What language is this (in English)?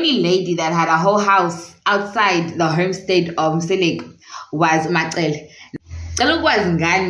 Zulu